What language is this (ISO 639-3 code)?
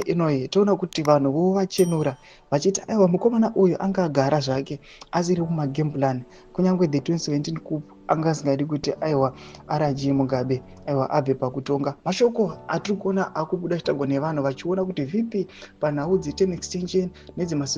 sna